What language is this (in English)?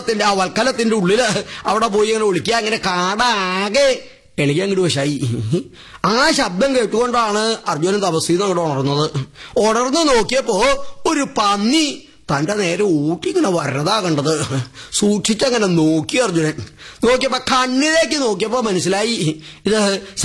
Malayalam